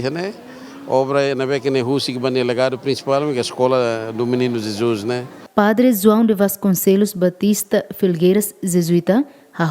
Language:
Tetum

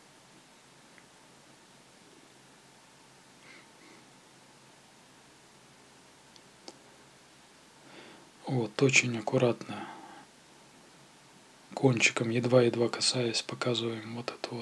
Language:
Russian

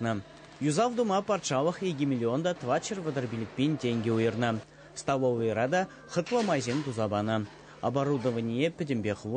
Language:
Chuvash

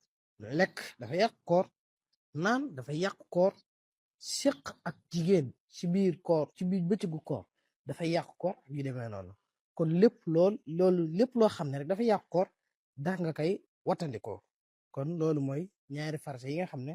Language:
Wolof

